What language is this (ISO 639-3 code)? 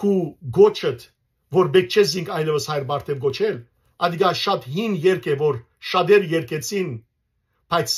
hyw